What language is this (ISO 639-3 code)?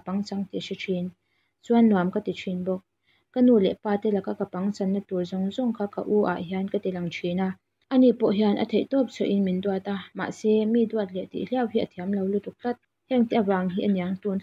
lus